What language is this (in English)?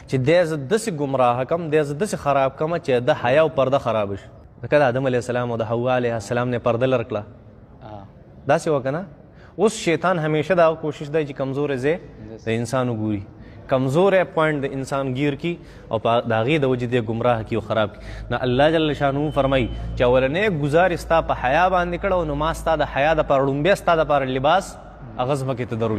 Pashto